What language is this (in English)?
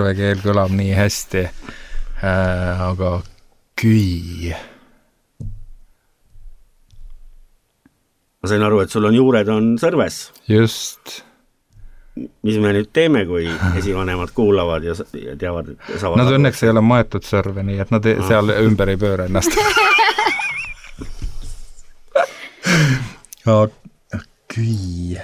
Estonian